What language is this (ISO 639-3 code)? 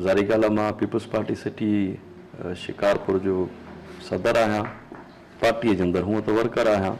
snd